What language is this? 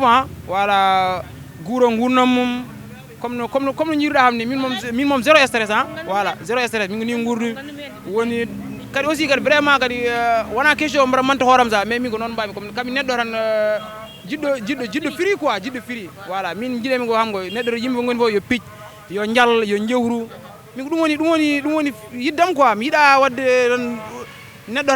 Fula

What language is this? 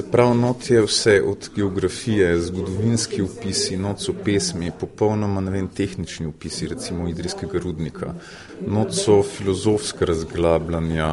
Slovenian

